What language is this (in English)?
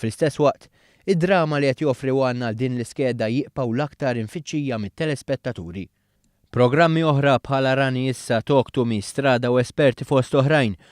Maltese